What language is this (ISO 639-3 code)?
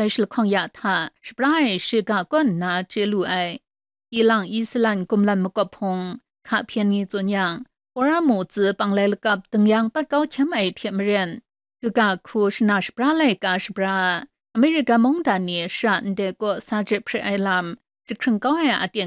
kac